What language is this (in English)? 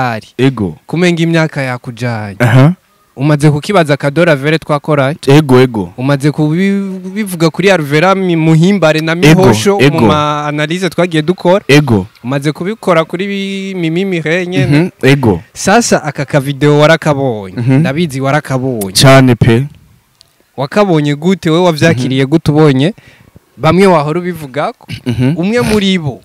Rundi